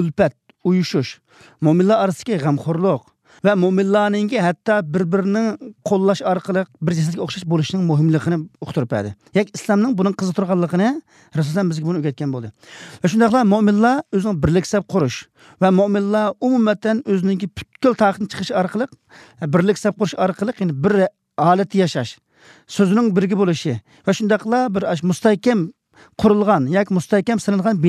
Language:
Uyghur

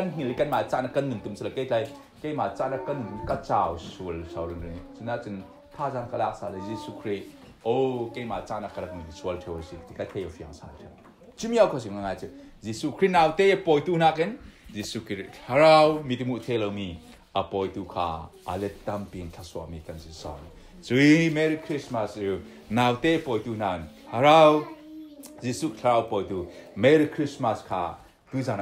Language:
Falam Chin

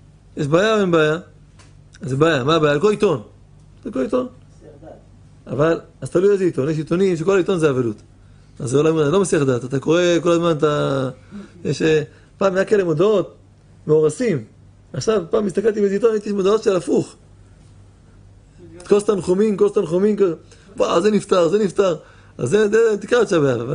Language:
Hebrew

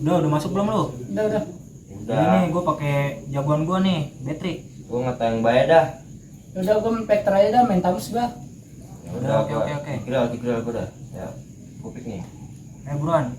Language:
Betawi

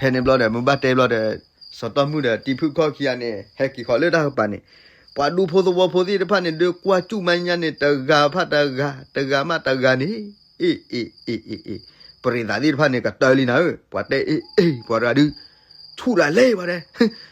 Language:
S'gaw Karen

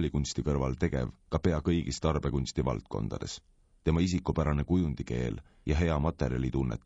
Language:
Estonian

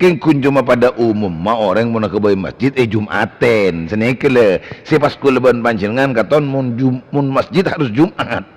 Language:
Madurese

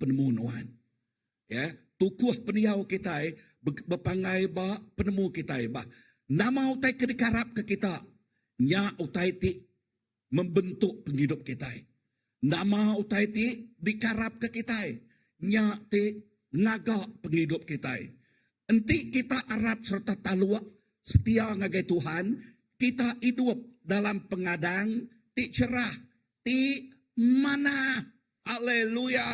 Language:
Iban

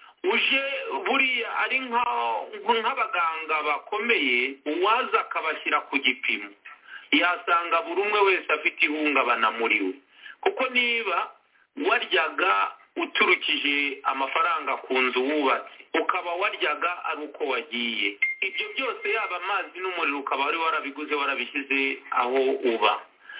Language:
Kinyarwanda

